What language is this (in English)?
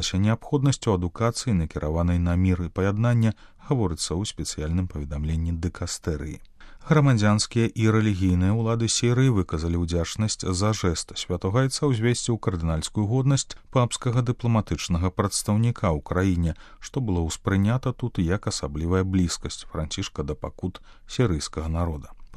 Belarusian